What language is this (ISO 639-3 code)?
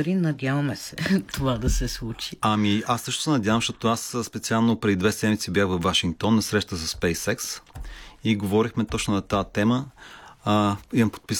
bul